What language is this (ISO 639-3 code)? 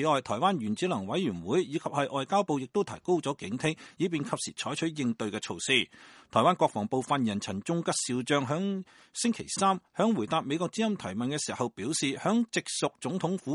yue